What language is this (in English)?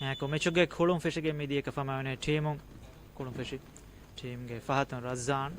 Divehi